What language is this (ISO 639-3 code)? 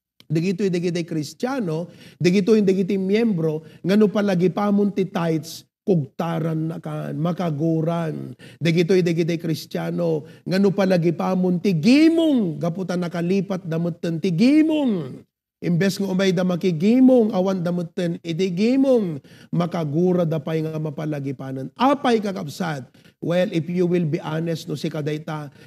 ilo